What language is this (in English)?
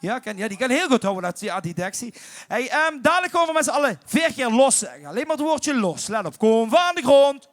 Limburgish